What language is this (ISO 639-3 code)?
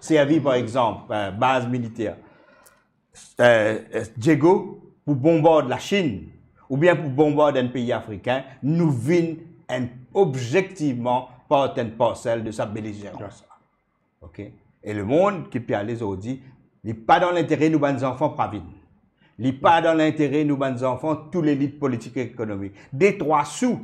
mfe